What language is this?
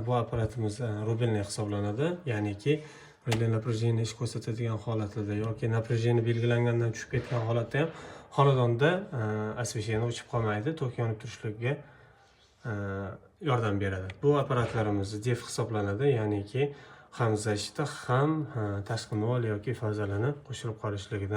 Uzbek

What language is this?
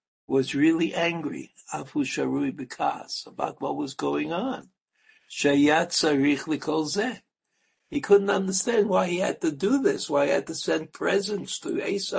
English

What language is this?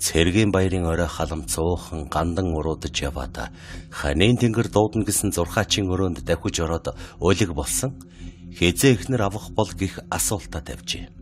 Mongolian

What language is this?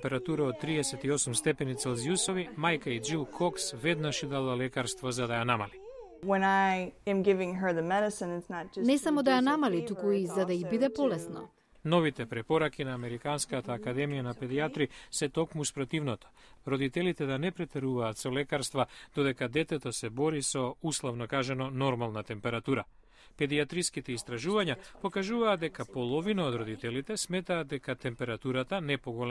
Macedonian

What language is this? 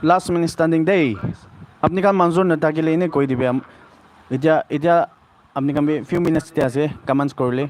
Naga Pidgin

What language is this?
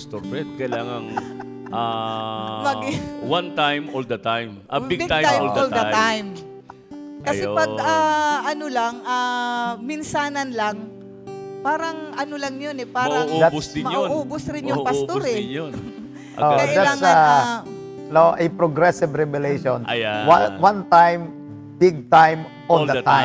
Filipino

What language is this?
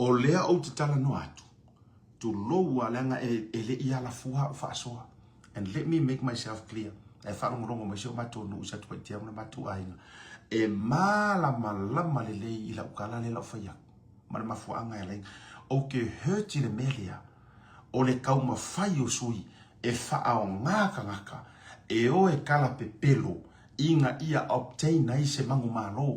Samoan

